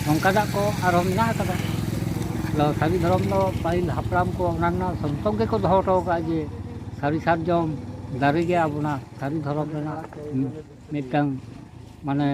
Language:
Santali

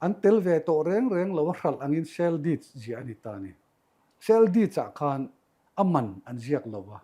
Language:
Mizo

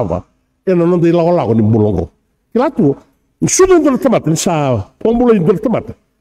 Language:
Fijian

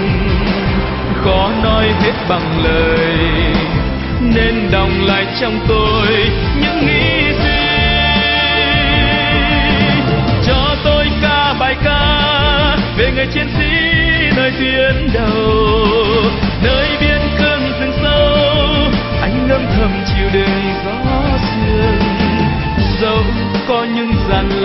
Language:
Vietnamese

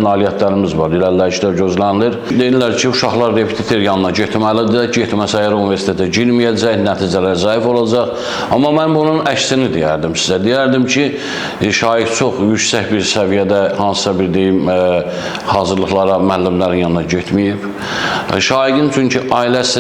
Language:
Azerbaijani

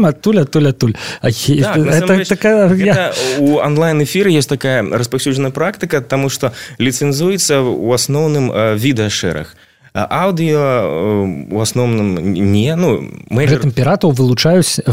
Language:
Belarusian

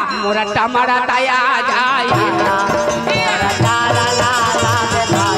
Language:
Chhattisgarhi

